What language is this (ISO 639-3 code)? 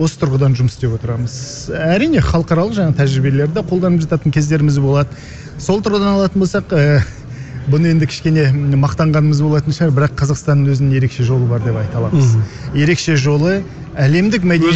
kaz